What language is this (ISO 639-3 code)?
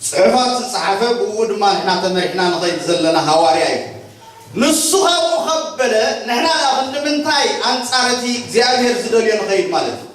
tir